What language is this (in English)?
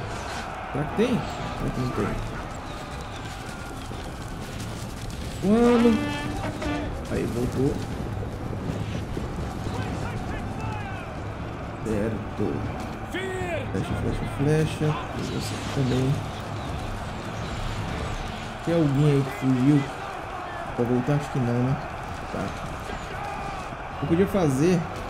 Portuguese